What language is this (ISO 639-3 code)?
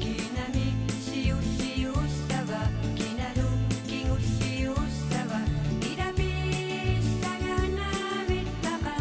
kal